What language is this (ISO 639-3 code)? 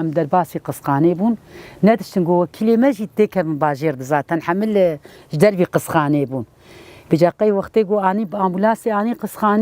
kur